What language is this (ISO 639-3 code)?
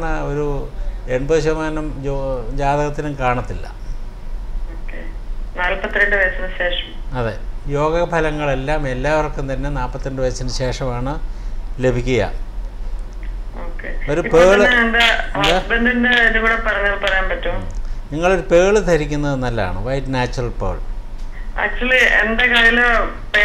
mal